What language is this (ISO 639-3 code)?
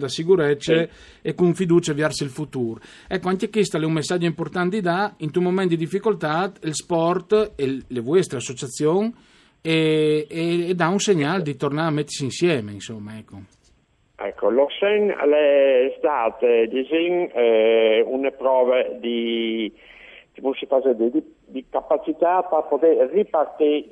fur